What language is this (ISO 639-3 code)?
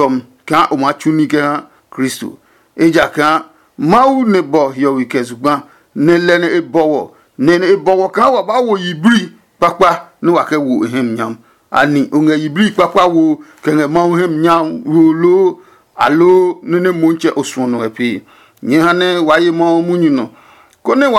ada